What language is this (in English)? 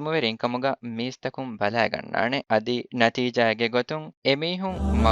Divehi